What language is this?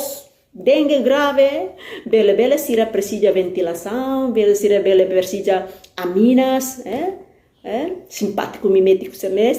Tetum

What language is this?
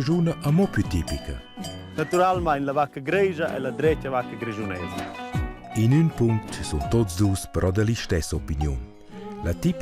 Romansh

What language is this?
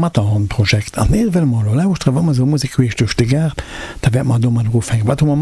Luxembourgish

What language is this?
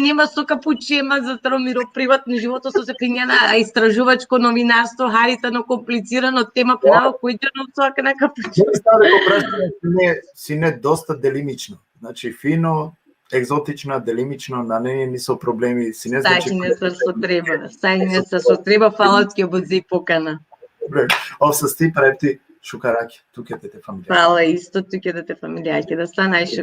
Balkan Romani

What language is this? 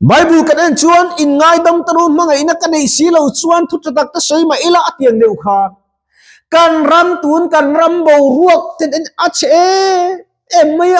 Mizo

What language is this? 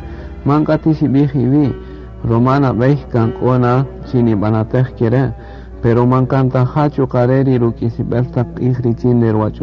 Kaqchikel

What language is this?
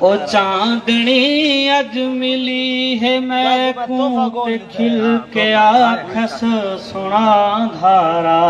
Saraiki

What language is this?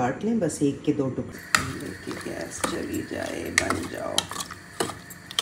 Hindi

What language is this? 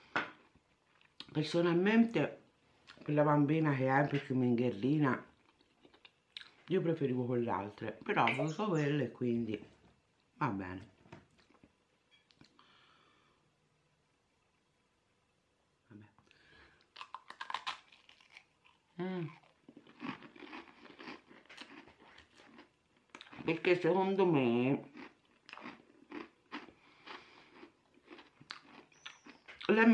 Italian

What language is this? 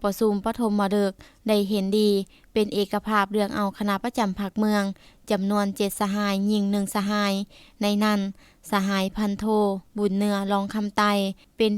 Lao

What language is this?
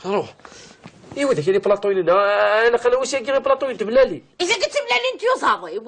Kabyle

